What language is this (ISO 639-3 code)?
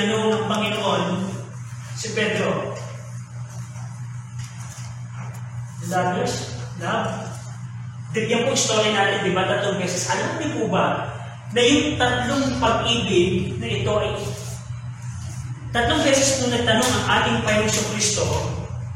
fil